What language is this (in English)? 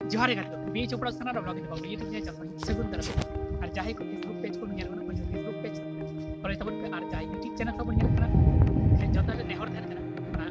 Santali